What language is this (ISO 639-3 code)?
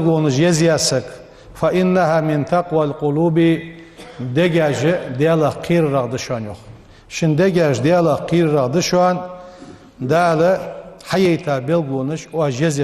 inh